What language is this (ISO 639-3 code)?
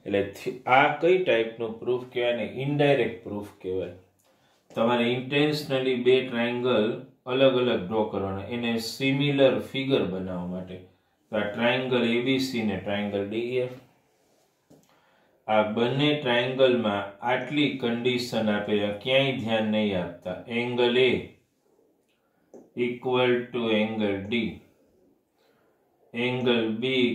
guj